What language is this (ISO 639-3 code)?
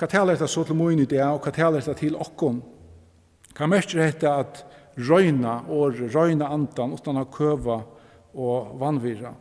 fao